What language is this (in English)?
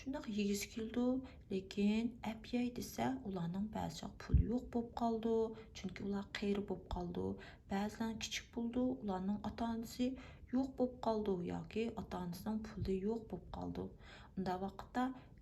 Uyghur